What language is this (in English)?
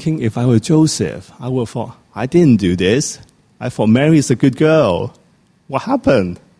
English